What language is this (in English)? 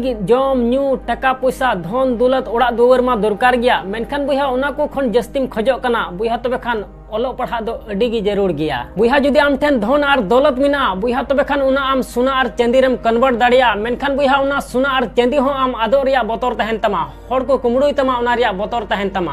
Santali